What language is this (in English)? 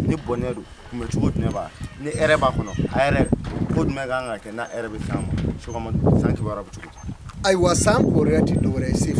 Bambara